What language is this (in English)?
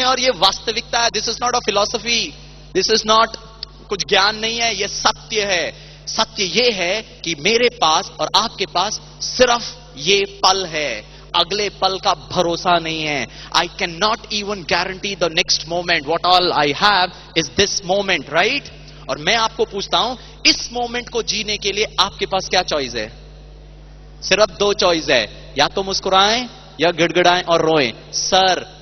Hindi